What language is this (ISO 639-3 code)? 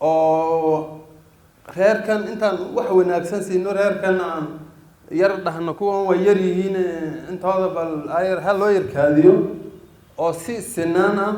som